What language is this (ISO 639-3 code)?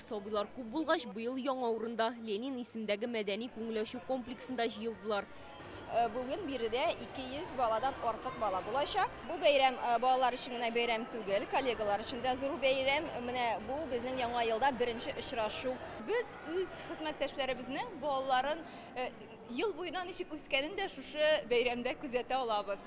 tat